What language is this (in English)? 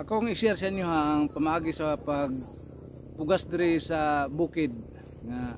Cebuano